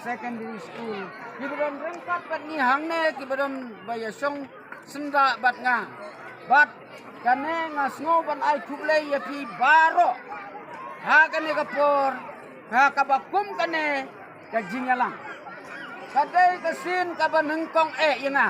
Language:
Khasi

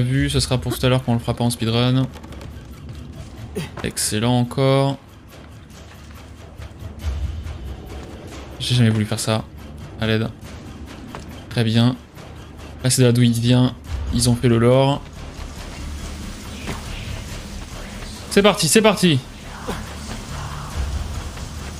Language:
French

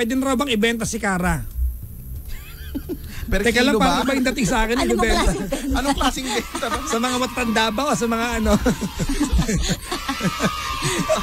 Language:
Filipino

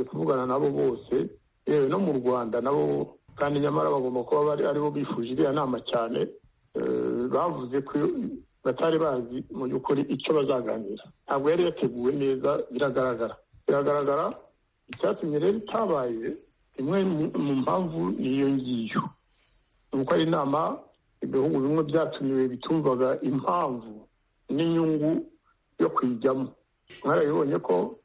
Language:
Kinyarwanda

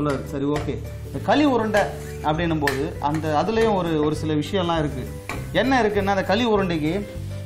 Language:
Tamil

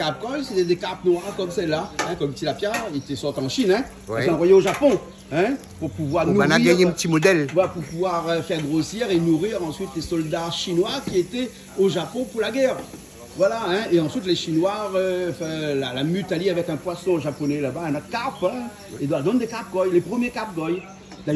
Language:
Réunion Creole French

